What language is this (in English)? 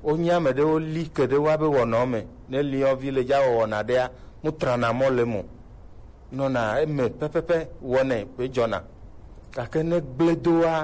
Gen